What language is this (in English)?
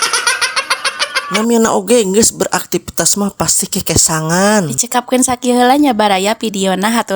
Sundanese